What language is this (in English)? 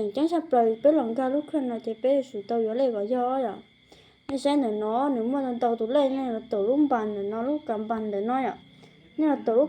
Hmong